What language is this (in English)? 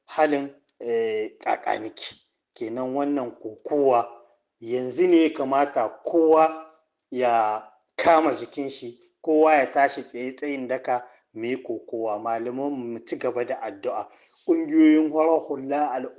Hausa